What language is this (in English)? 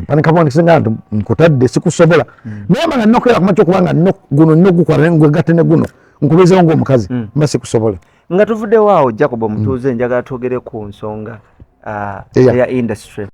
Ganda